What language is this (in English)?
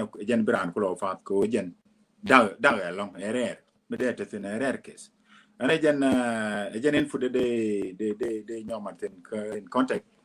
Nuer